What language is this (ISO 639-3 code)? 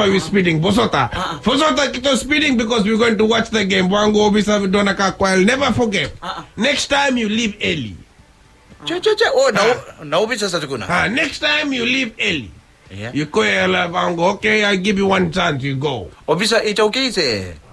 fij